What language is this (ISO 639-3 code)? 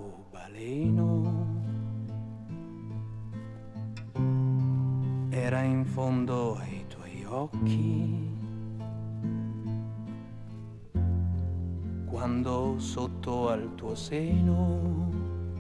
ita